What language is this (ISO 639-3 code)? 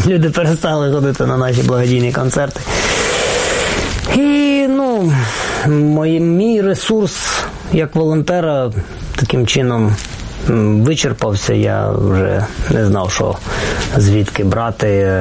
ukr